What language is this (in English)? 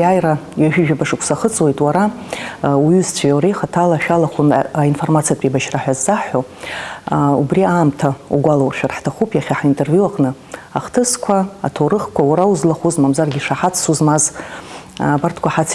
Abkhazian